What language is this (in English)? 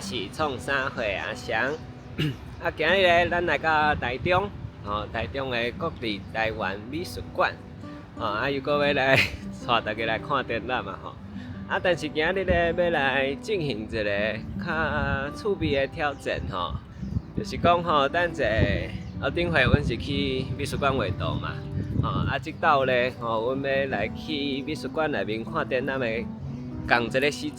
Min Nan Chinese